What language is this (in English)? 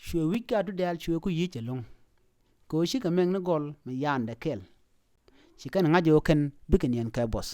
Nuer